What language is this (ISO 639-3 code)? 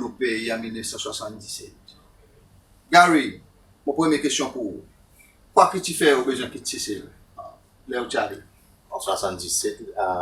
crs